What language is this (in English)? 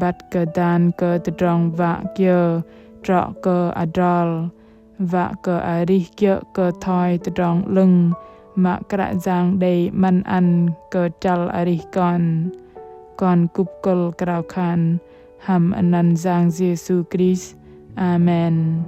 Bahnar